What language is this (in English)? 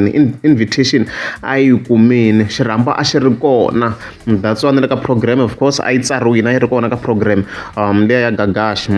Tsonga